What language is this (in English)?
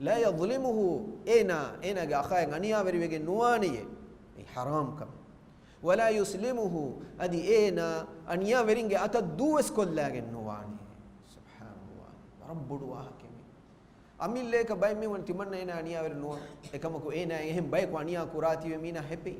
Divehi